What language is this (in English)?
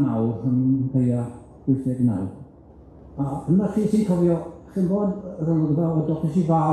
Welsh